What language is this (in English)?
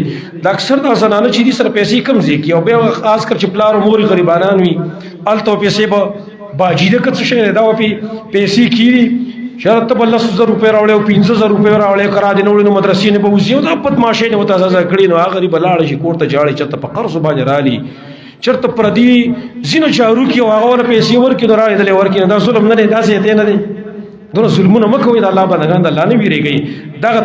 Pashto